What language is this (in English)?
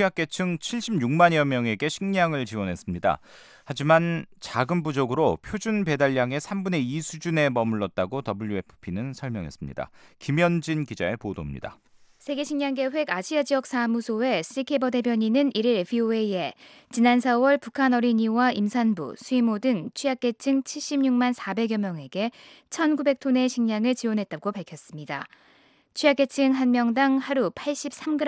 Korean